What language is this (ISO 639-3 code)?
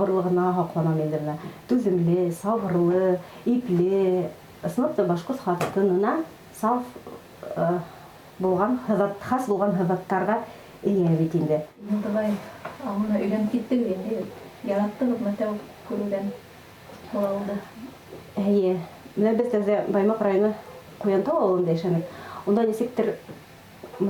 bak